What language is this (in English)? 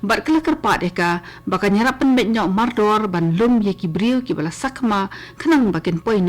Khasi